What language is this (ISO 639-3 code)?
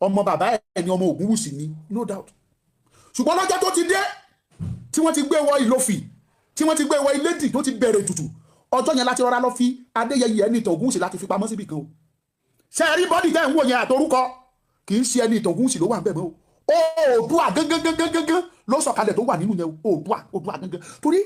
yor